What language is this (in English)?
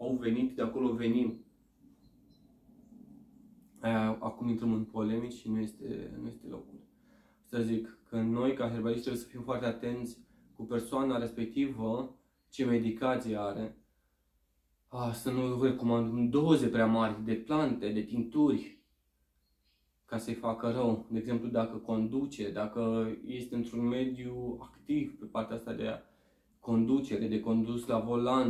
Romanian